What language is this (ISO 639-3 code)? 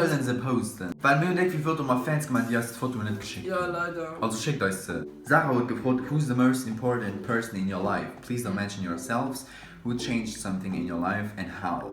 ltz